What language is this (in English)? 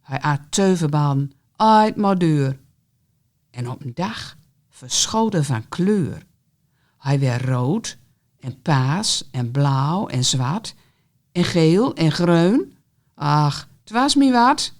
Gronings